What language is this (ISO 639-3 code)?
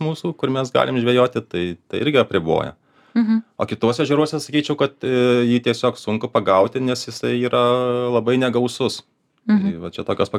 lit